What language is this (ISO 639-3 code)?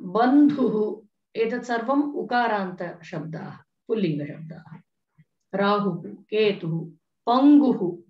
san